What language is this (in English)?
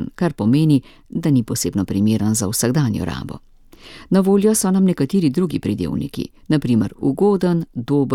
Slovenian